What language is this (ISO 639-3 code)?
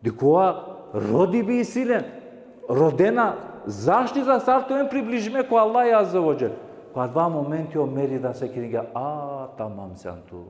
rmn